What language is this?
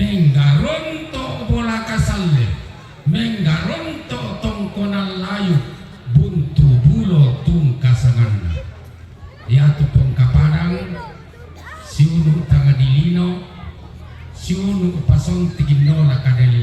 Toraja-Sa'dan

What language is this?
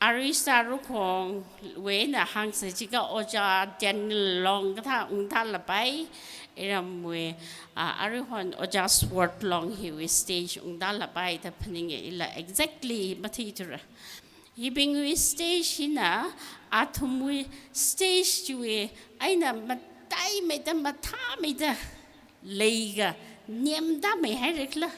Tangkhul Naga (India)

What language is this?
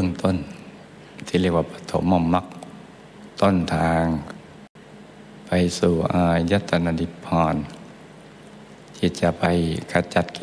Thai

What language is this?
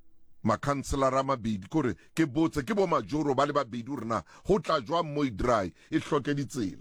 Southern Sotho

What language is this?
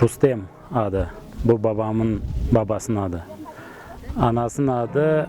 Crimean Tatar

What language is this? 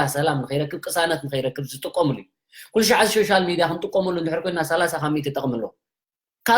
Tigrinya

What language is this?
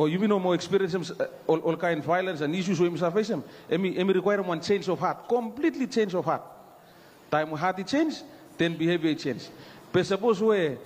Bislama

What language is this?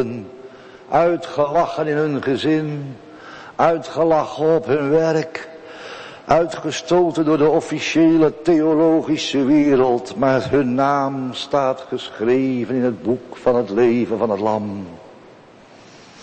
Dutch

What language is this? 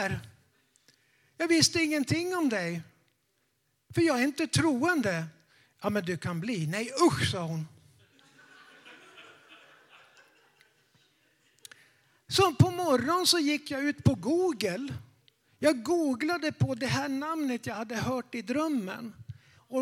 Swedish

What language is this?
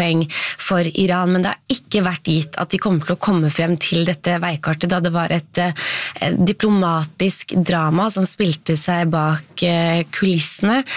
Norwegian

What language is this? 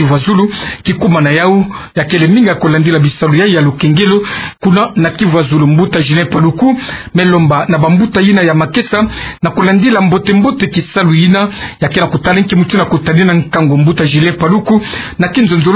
Kituba (Democratic Republic of Congo)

